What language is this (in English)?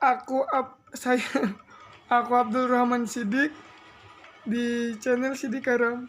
Banjar